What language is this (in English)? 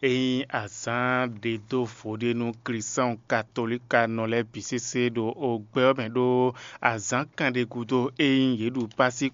Fon